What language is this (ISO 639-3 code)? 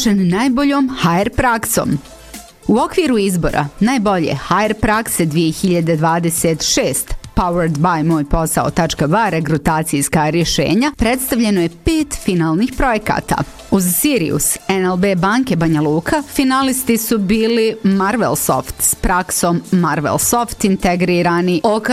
bos